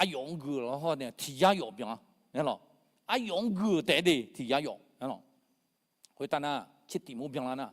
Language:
Akha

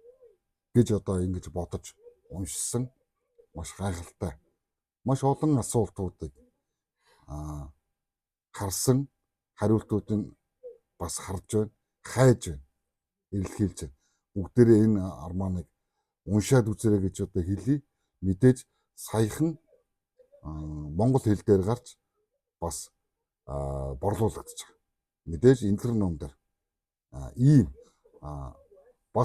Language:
Mongolian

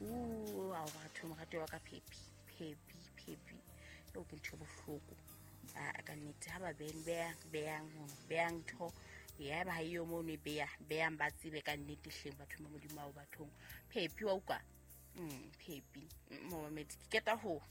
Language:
Southern Sotho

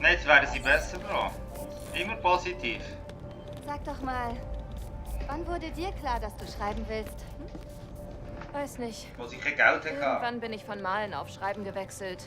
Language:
Swiss German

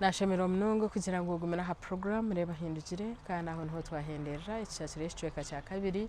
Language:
Nyankole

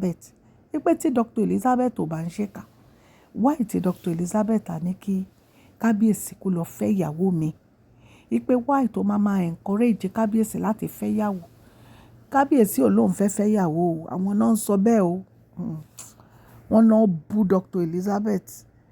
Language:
Yoruba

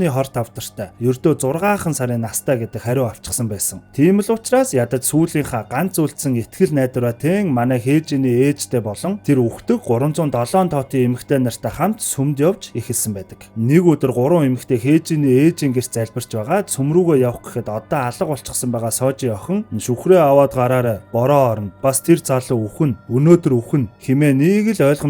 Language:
Mongolian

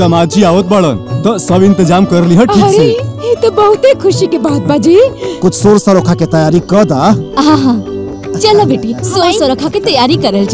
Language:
Bhojpuri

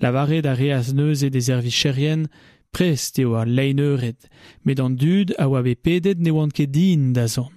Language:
Breton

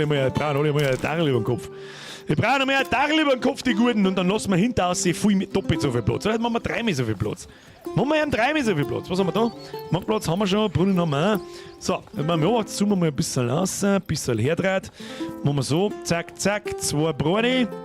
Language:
Bavarian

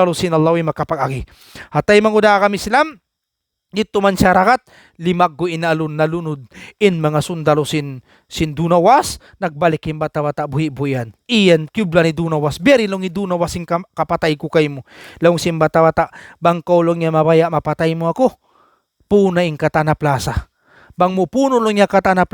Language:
Tausug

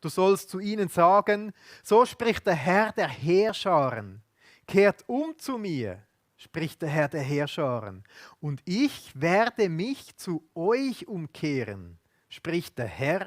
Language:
Swiss German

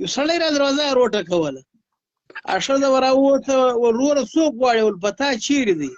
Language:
Pashto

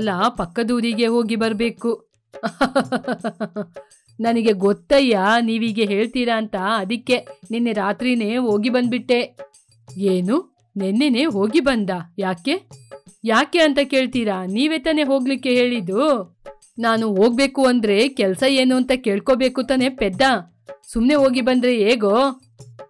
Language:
Kannada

